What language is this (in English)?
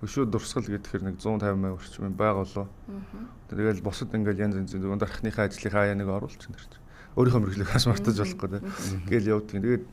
Mongolian